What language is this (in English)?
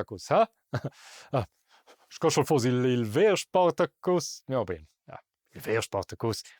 Romansh